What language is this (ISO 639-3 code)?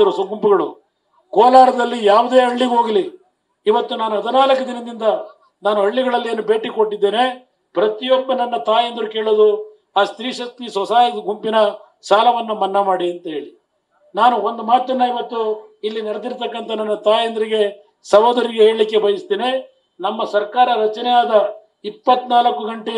kan